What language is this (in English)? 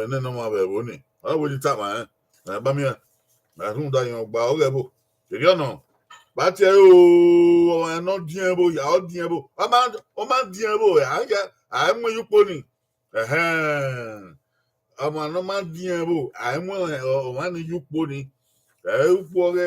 Bini